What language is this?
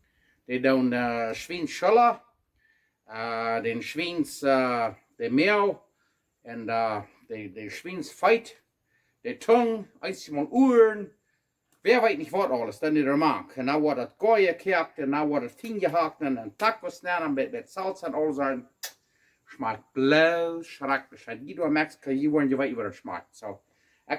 Plautdietsch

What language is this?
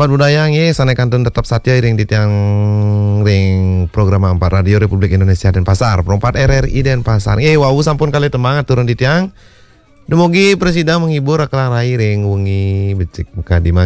Balinese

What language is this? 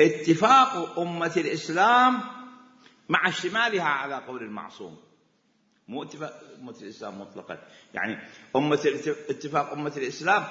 Mesopotamian Arabic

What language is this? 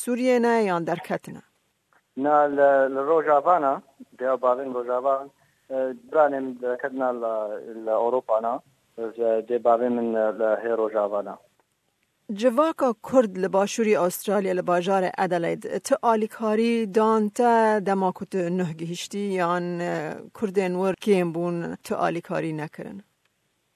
Kurdish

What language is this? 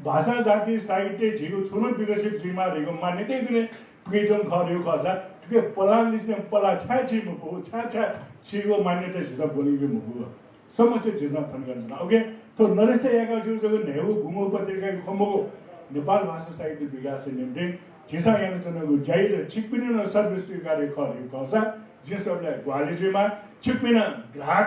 Newari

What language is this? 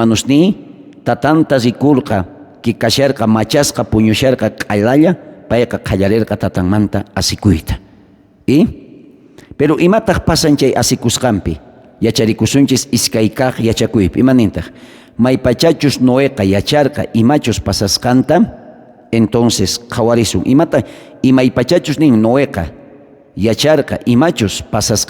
South Bolivian Quechua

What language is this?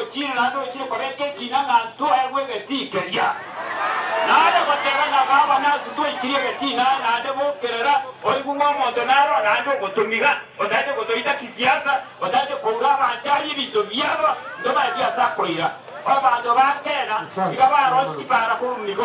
Gusii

